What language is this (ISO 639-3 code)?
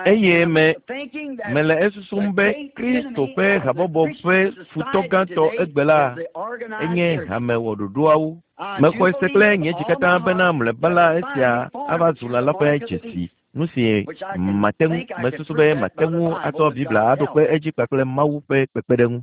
ewe